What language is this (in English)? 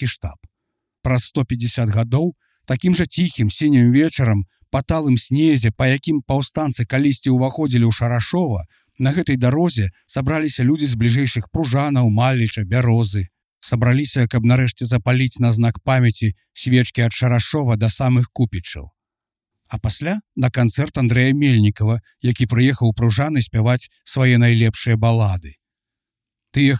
Belarusian